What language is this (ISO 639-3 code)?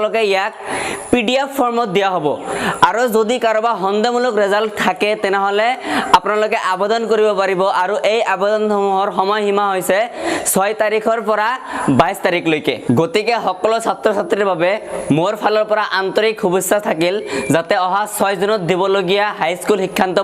asm